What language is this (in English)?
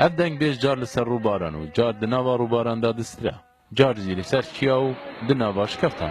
Kurdish